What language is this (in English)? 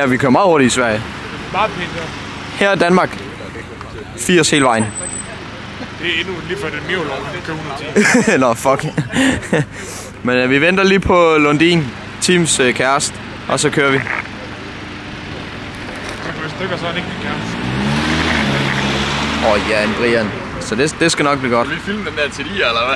Danish